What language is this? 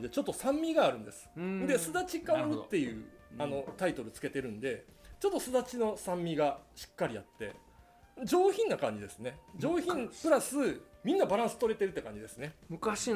Japanese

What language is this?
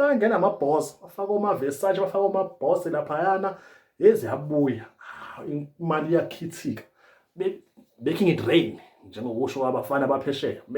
Zulu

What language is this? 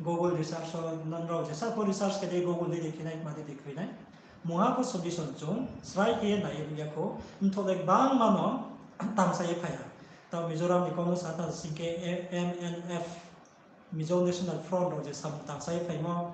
Riang (India)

